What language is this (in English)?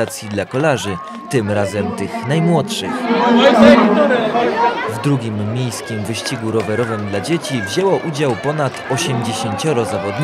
Polish